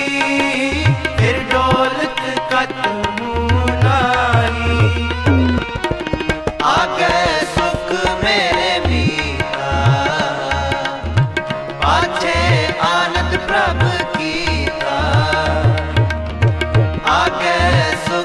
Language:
Hindi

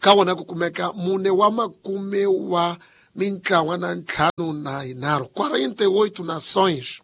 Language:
Tsonga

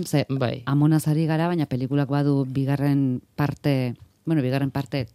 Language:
Basque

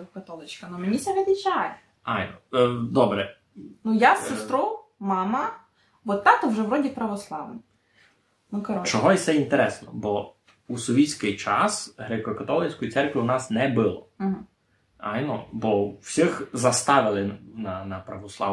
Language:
Rusyn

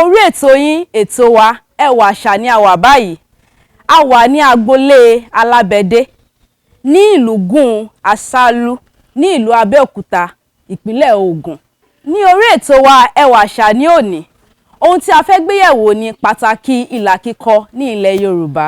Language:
Yoruba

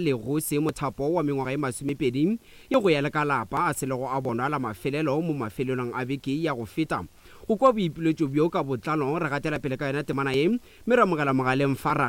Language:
Northern Sotho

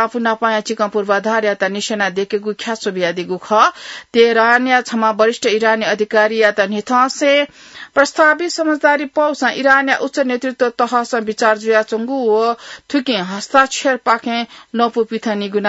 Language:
Newari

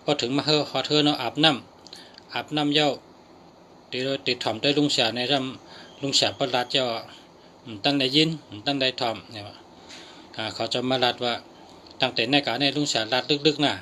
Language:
Shan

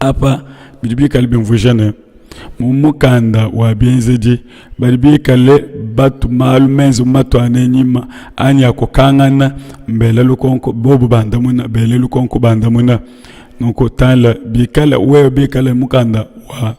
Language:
Luba-Lulua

